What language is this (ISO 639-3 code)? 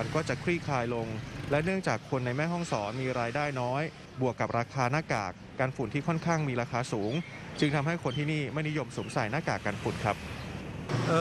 tha